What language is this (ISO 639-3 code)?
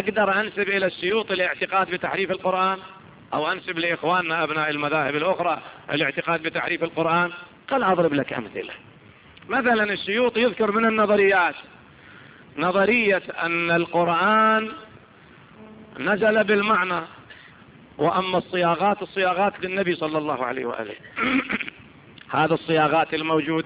ara